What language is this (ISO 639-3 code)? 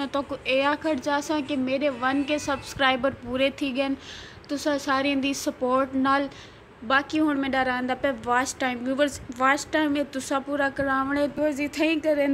skr